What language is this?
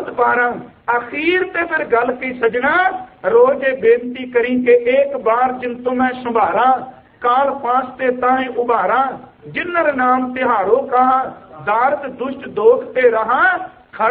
Punjabi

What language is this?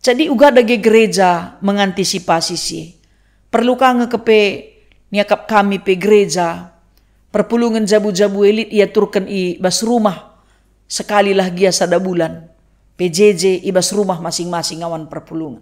Batak Karo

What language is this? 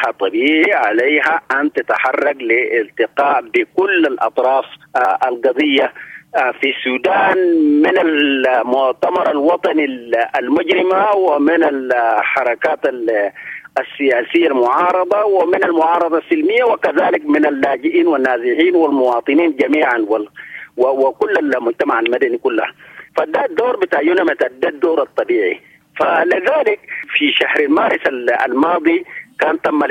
Sudanese Arabic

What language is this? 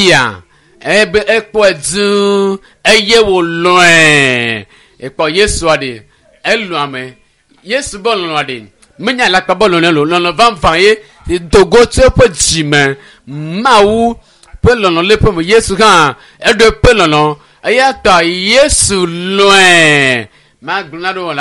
Ewe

